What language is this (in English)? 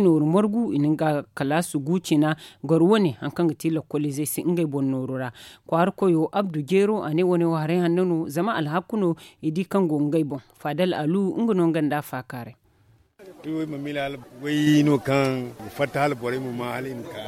Zarma